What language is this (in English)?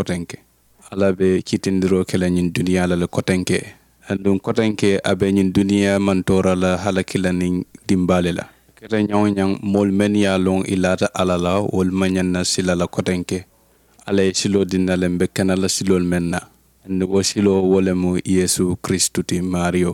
Mandingo